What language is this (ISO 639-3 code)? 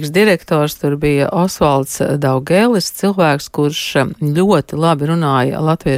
lav